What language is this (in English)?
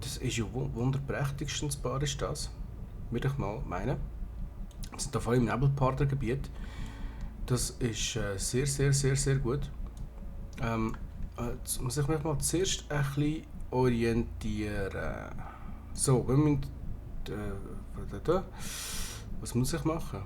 Swiss German